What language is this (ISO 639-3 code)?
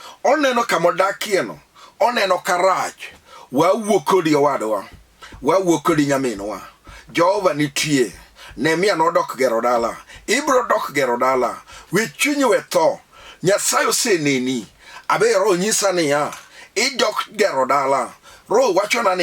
luo